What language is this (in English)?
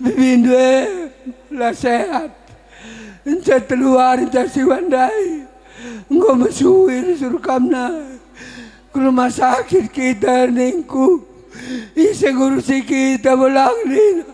Batak Karo